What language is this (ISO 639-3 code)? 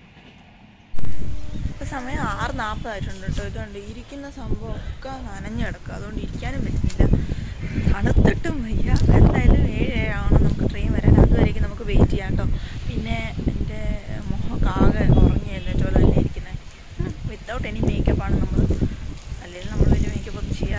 mal